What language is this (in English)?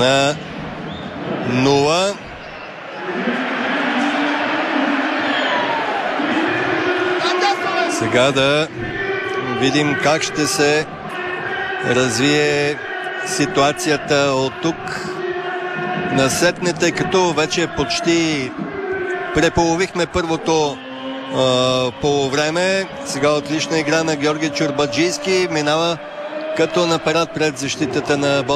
Bulgarian